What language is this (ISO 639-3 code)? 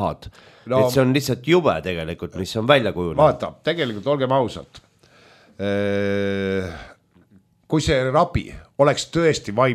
est